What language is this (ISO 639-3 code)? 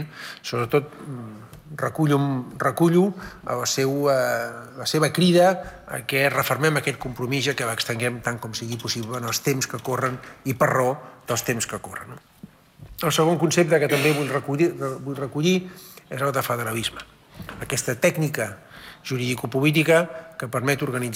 cat